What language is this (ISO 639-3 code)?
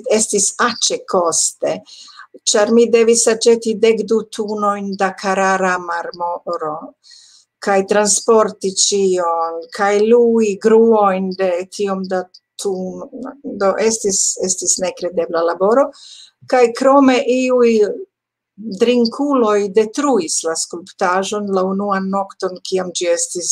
epo